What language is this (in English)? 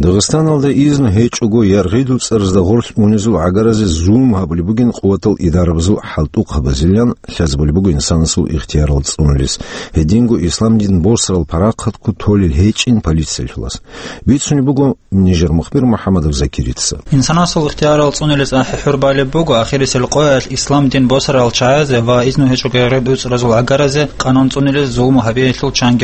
Avaric